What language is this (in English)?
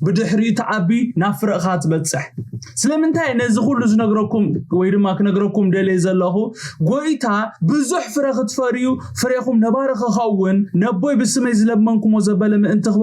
Tigrinya